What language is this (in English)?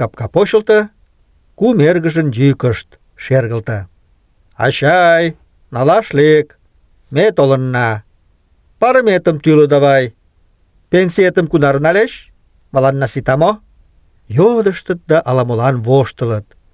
Mari